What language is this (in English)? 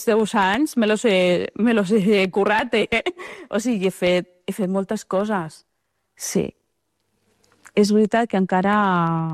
Catalan